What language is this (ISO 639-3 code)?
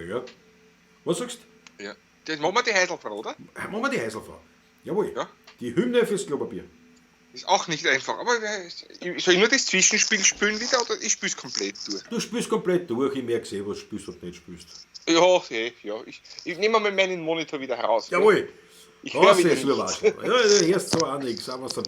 bar